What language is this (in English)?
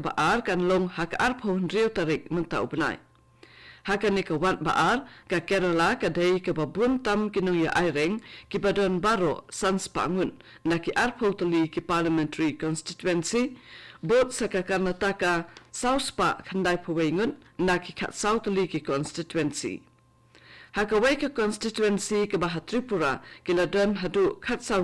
Khasi